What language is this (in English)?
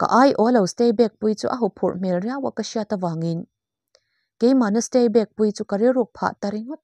Mizo